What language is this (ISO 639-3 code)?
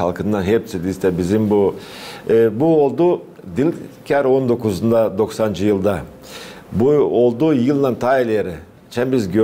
gag